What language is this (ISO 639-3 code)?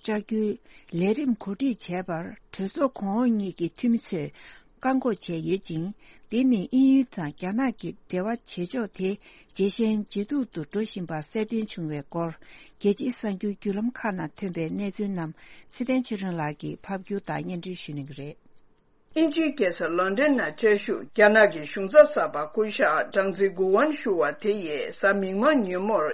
bod